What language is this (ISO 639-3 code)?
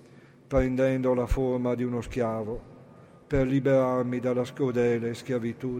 ita